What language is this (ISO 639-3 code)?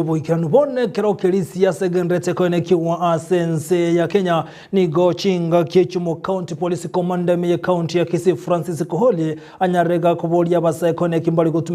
guz